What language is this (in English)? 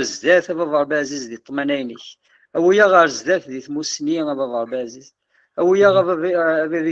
Kabyle